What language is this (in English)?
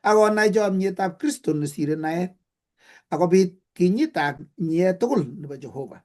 Kalenjin